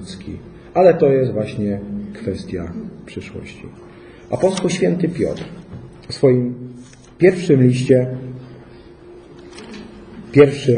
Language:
Polish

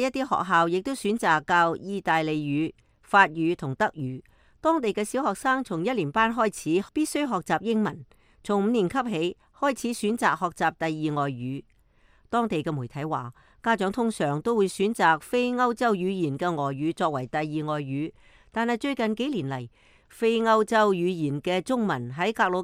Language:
Cantonese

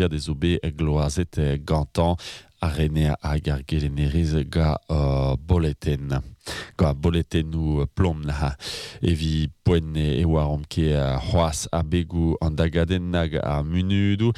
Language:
Breton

